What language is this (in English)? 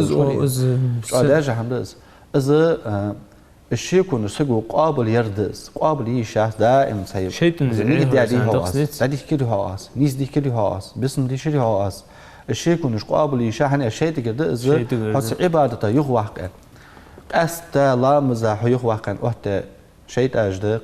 Ingush